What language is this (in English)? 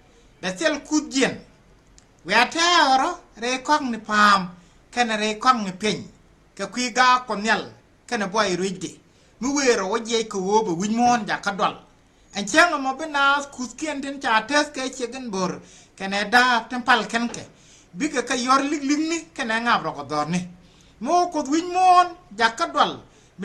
Nuer